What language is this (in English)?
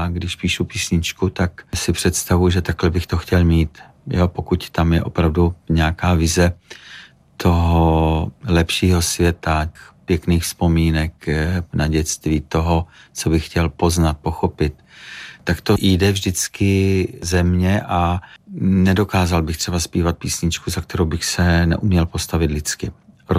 Czech